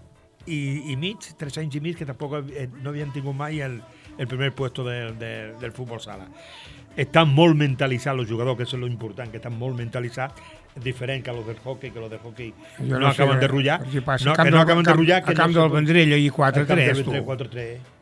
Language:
Catalan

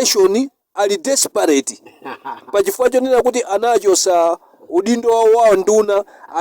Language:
Nyanja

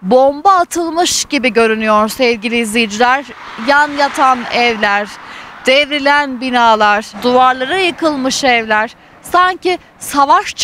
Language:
Turkish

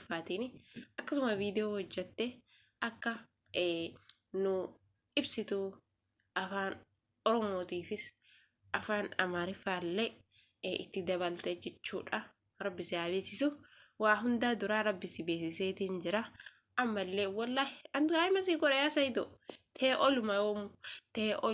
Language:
Oromo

